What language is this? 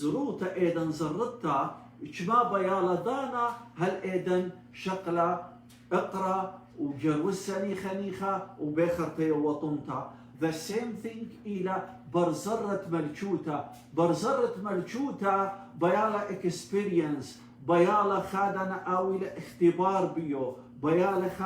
Assyrian Neo-Aramaic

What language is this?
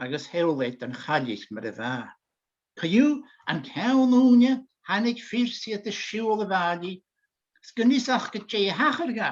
Scottish Gaelic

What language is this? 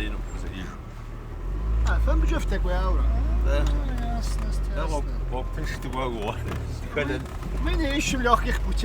Kabardian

